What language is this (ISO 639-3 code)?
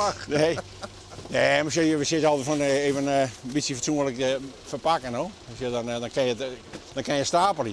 fry